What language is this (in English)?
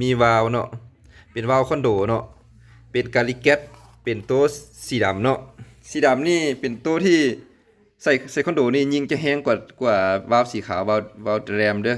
Lao